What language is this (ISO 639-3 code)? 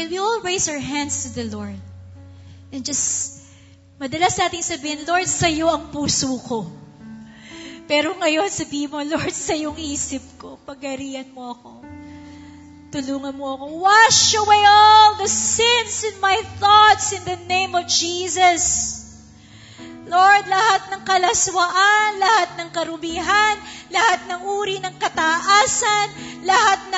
fil